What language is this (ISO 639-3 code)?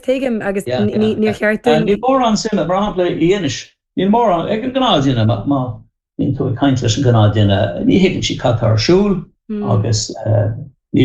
gle